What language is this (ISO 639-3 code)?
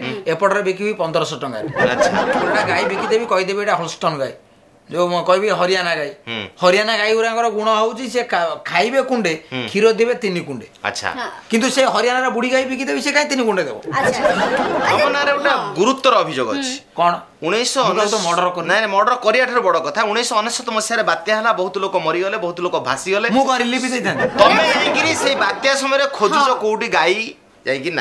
ori